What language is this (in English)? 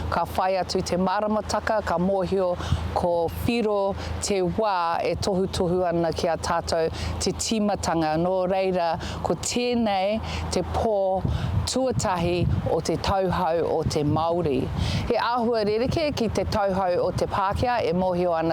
Māori